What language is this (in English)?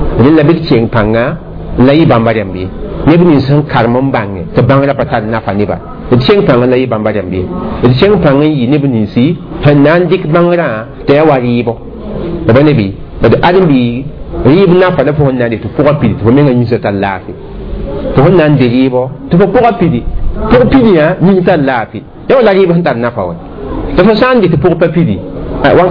Mossi